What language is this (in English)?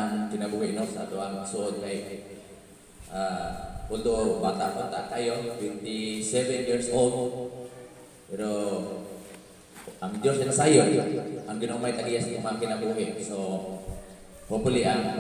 Cebuano